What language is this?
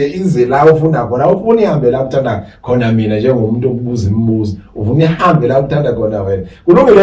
Zulu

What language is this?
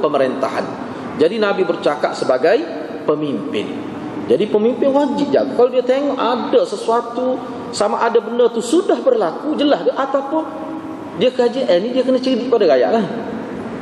Malay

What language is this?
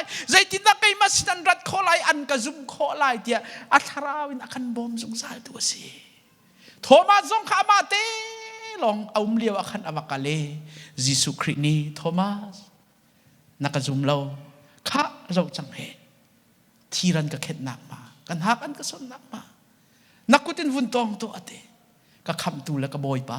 Hakha Chin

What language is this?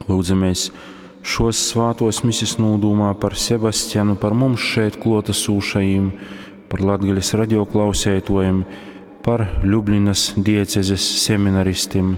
Latgalian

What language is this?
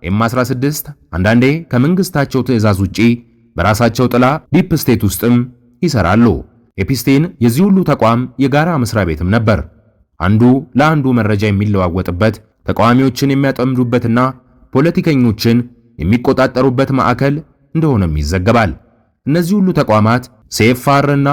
Amharic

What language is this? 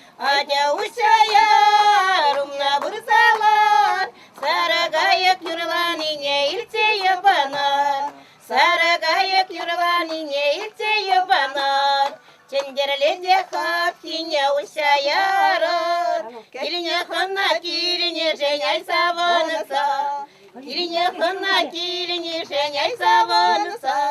Chuvash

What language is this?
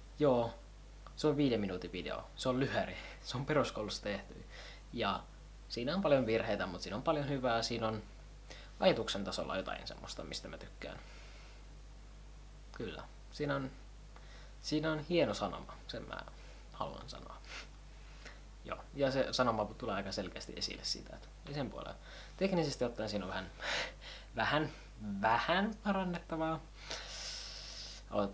Finnish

